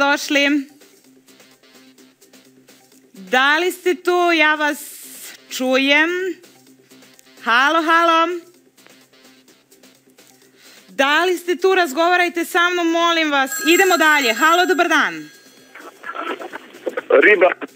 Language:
Serbian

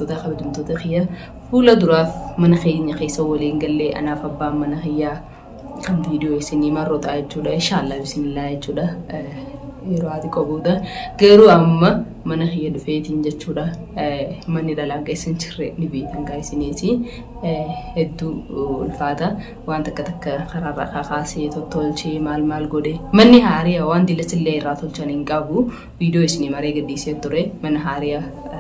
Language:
Oromo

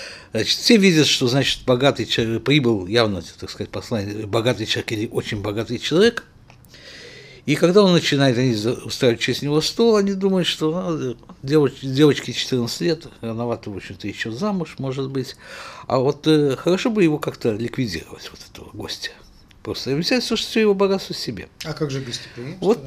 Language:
Russian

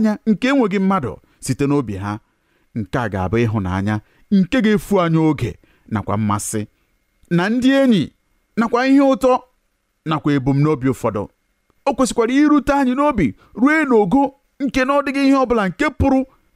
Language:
Igbo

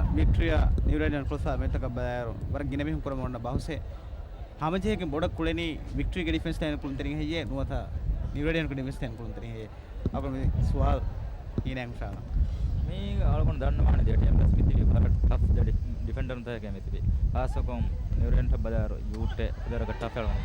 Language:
Divehi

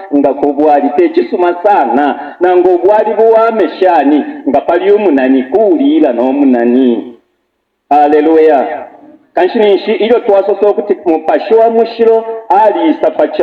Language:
Bemba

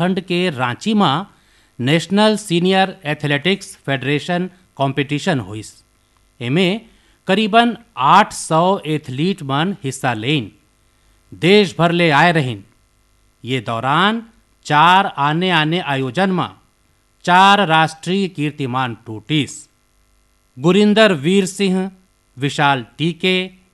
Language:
Chhattisgarhi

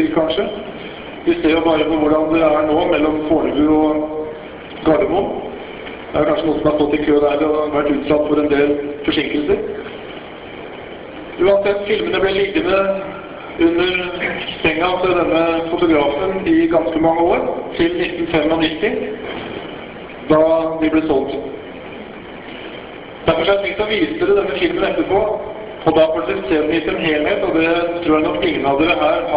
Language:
Norwegian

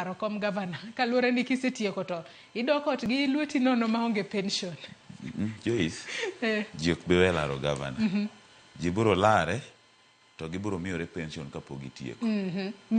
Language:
Luo (Kenya and Tanzania)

